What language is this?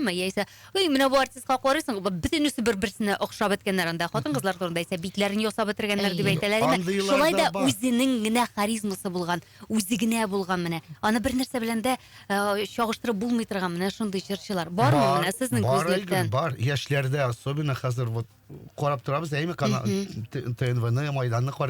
Tatar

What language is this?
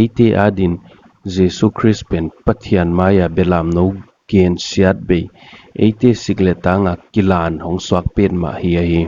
Paite Chin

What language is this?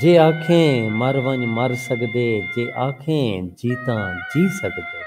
Saraiki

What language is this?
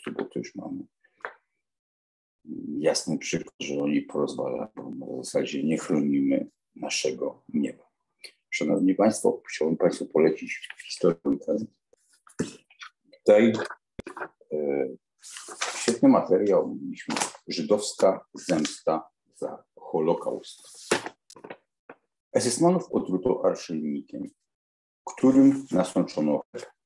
Polish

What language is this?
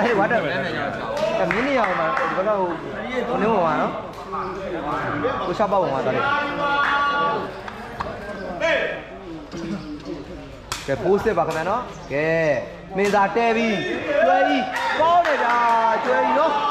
Burmese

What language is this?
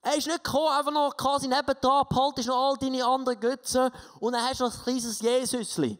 Swiss German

